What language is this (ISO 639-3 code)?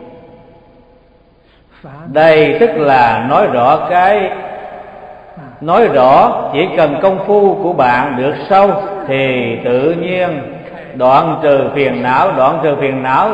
vie